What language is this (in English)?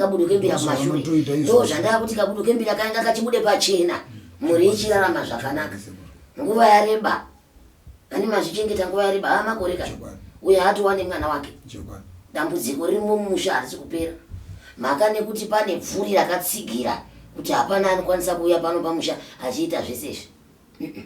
Shona